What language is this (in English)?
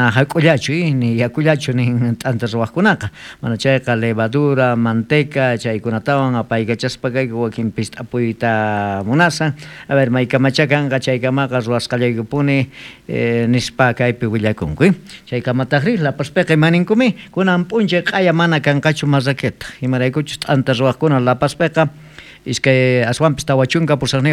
South Bolivian Quechua